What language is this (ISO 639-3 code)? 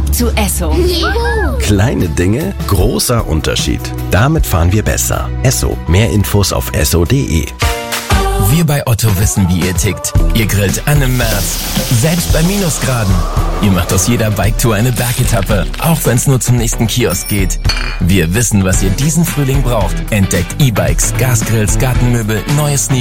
deu